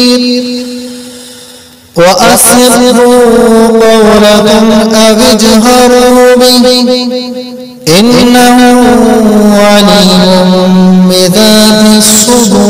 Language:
Arabic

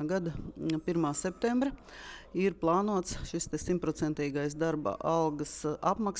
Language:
Latvian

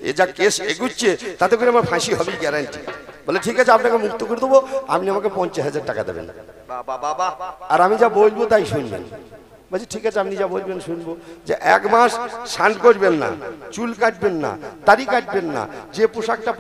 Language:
Bangla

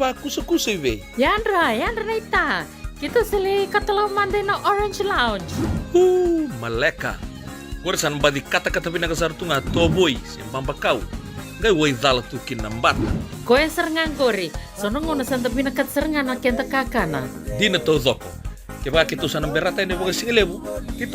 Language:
Fijian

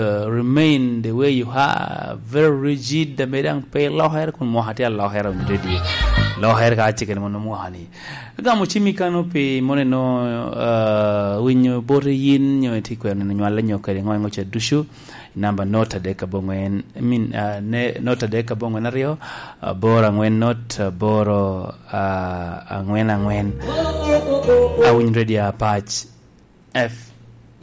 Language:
Lango (Uganda)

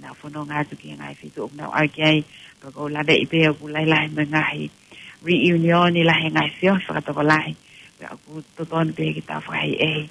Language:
Tongan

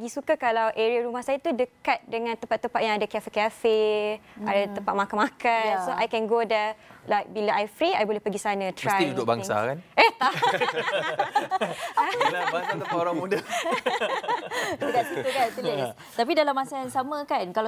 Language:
Malay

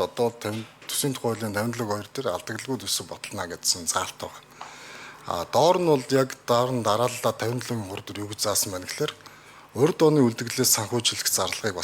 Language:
Mongolian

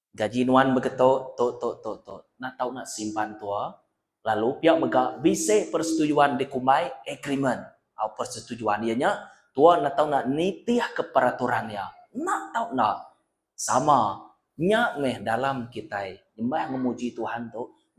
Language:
Iban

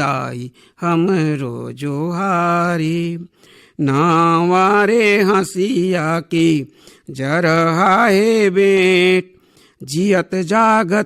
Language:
Chhattisgarhi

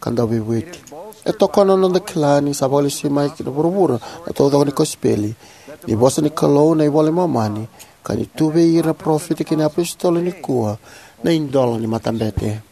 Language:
Fijian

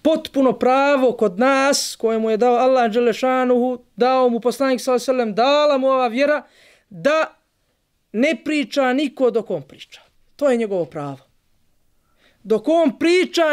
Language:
Bosnian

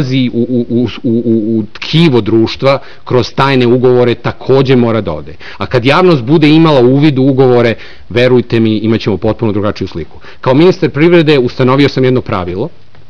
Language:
Serbian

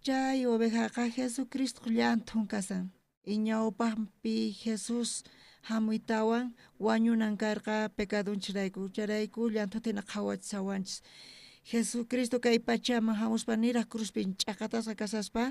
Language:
South Bolivian Quechua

